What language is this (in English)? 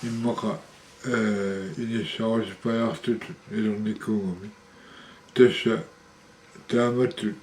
Kalaallisut